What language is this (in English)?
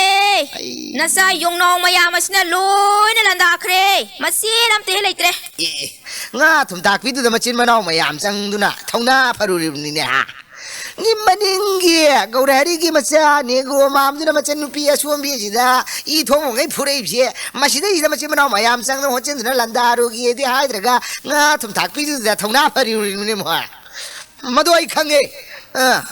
Manipuri